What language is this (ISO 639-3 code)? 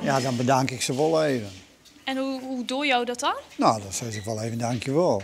fry